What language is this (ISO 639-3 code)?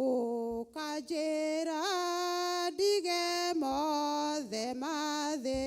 kik